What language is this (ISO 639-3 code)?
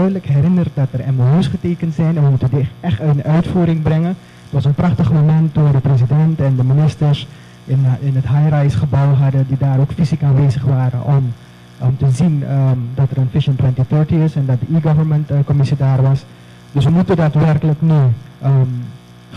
nld